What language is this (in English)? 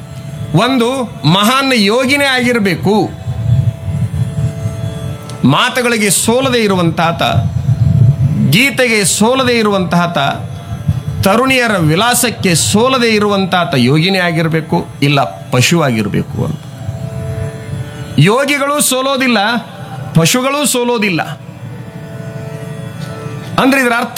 Kannada